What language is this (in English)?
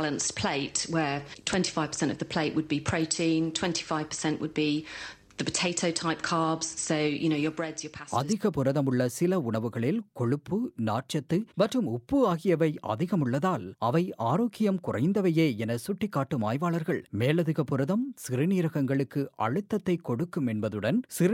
Tamil